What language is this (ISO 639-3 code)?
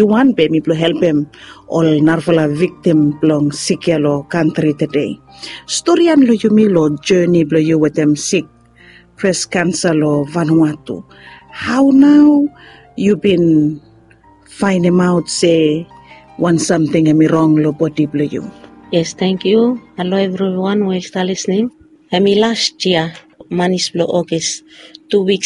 bis